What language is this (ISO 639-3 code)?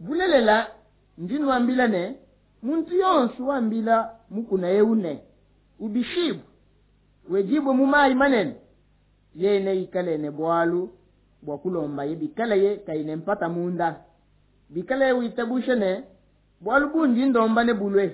lua